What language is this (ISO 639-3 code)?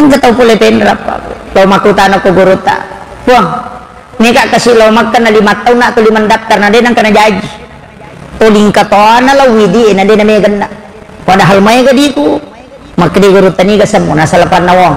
bug